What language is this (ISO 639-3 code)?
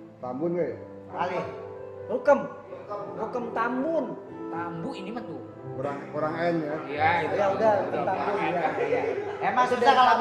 bew